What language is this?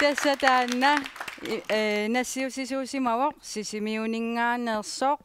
Kalaallisut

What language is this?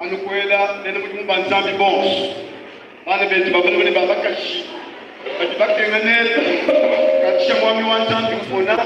Luba-Lulua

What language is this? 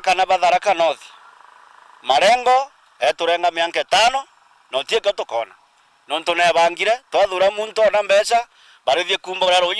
Meru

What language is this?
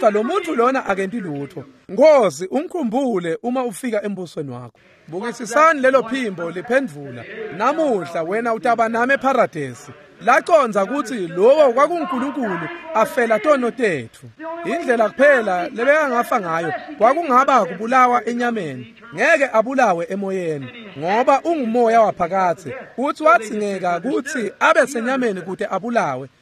Swati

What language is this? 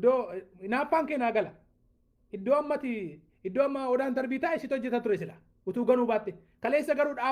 Oromo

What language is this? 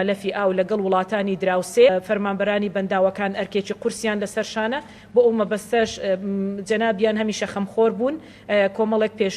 Central Kurdish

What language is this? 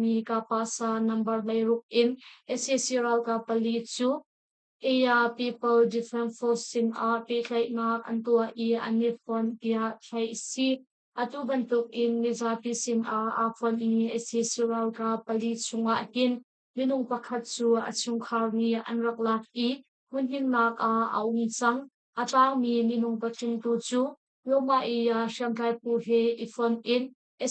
Hakha Chin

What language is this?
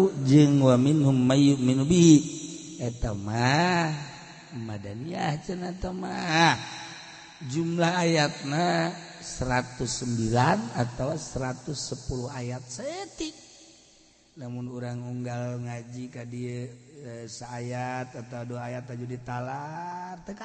Sundanese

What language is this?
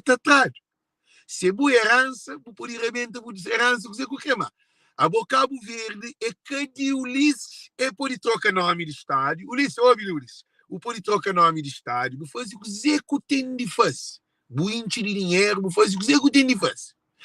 Kabuverdianu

